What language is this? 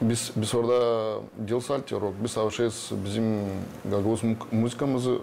Gagauz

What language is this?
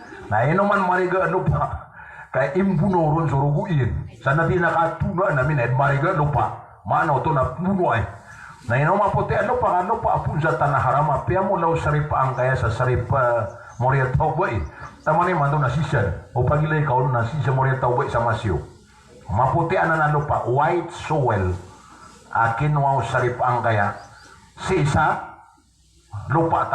Maranao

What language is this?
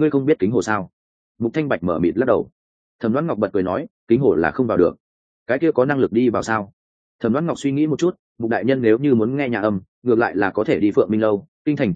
Vietnamese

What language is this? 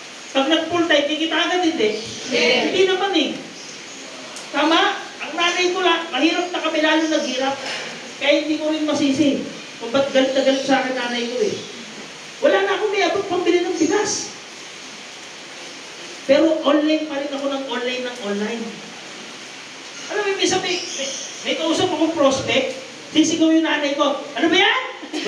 Filipino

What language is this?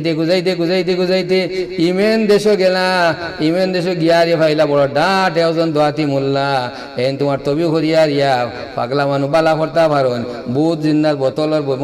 Sylheti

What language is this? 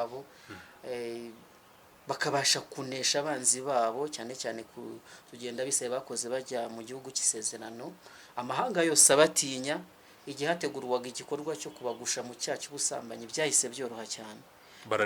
Kinyarwanda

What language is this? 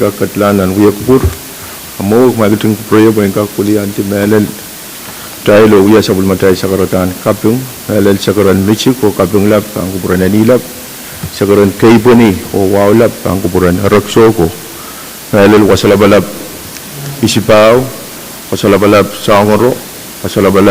Pohnpeian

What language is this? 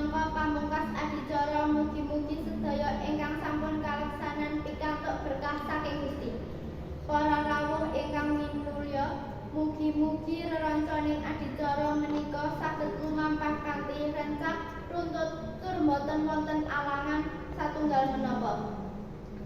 Javanese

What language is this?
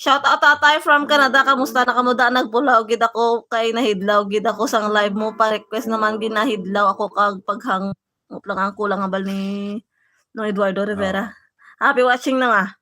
Hiligaynon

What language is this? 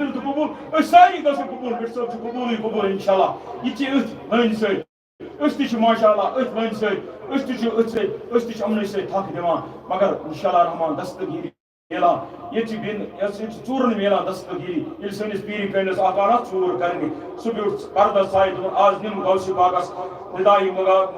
Kashmiri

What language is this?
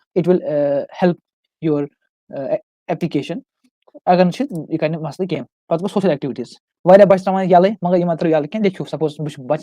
Kashmiri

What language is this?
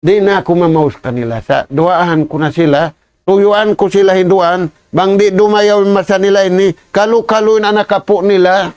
Tausug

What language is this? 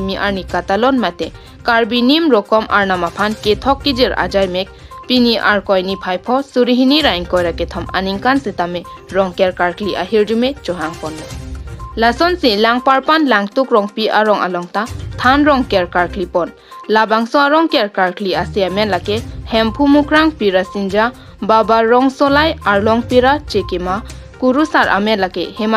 Karbi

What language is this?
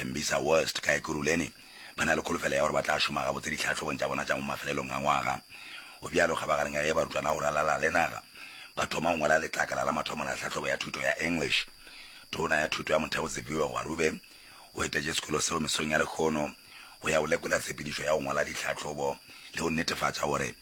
Northern Sotho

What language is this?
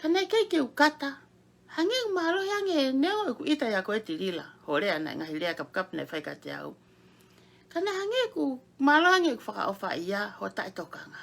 Tongan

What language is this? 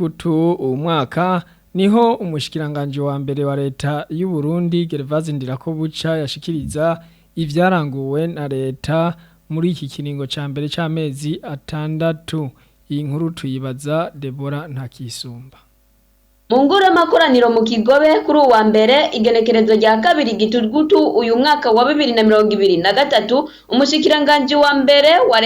Rundi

